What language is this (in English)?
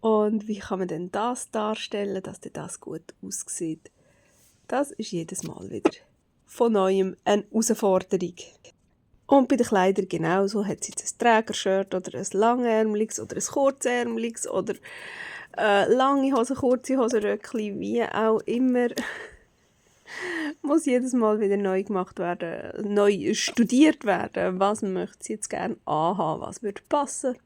Swiss German